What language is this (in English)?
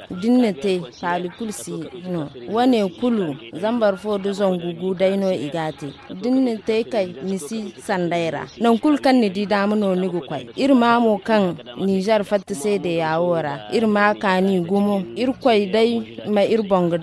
Zarma